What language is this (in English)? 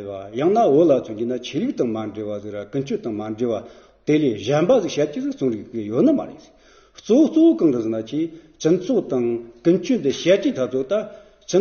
Amdo Tibetan